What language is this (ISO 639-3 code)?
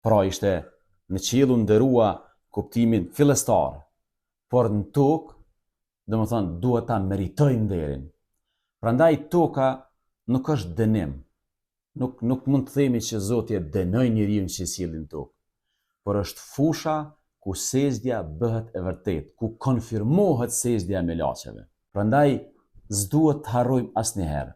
sqi